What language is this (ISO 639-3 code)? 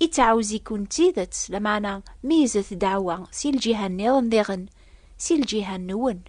kab